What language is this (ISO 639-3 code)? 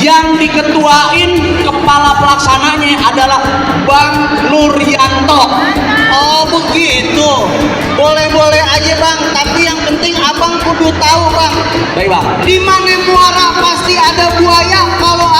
bew